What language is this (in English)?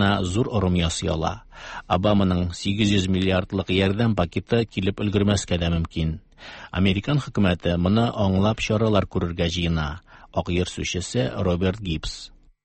Tatar